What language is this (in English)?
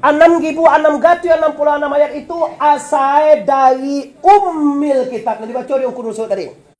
Minangkabau